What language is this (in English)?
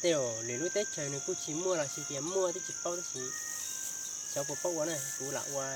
Hmong